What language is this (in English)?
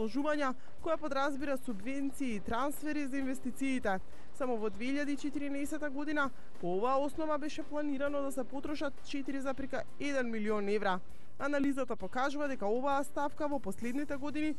Macedonian